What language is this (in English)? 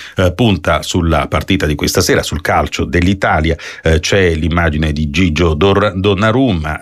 Italian